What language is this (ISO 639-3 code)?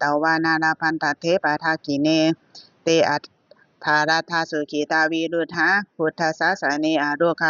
pli